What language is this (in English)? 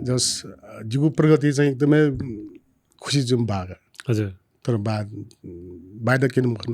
Newari